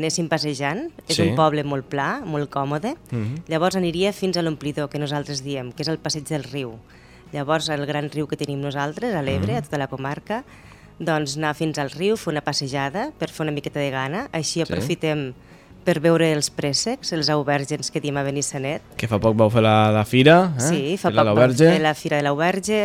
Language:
Catalan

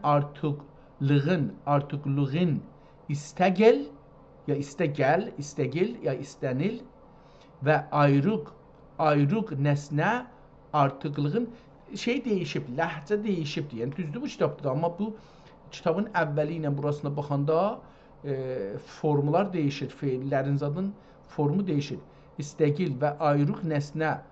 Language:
South Azerbaijani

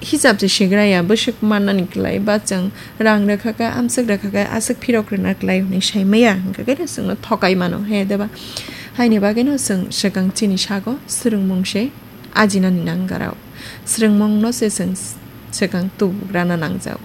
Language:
Kok Borok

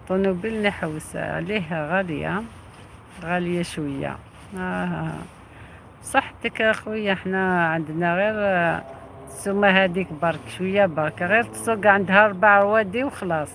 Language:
Algerian Arabic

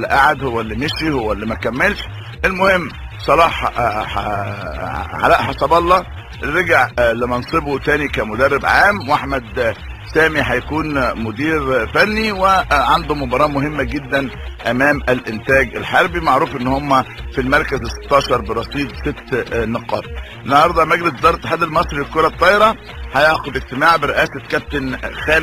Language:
Egyptian Arabic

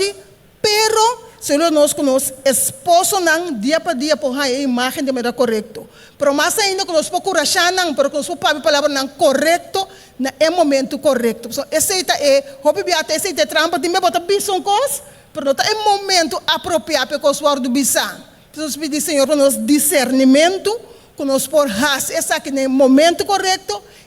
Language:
Papiamento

